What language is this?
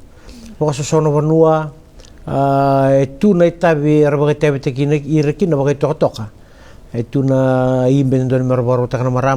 Fijian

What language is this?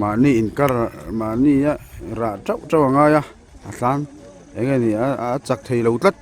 Mizo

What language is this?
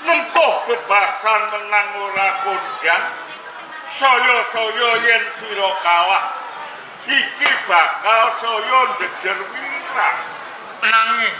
Javanese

